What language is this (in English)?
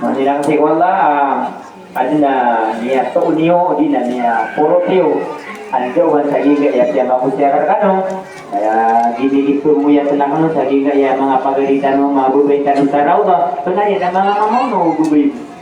Maranao